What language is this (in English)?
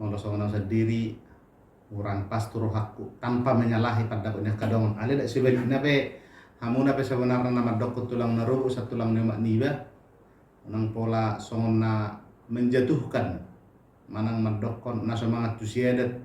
Batak Toba